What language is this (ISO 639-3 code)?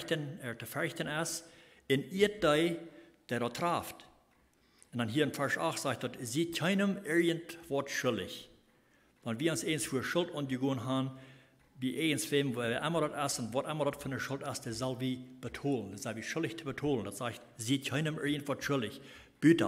pdt